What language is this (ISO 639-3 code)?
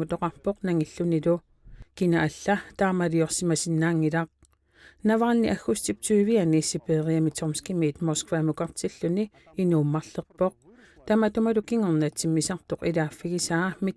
kal